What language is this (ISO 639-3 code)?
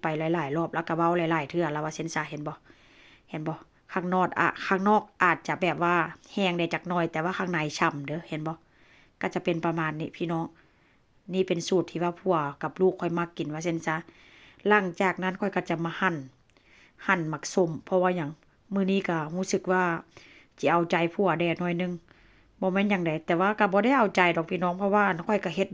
tts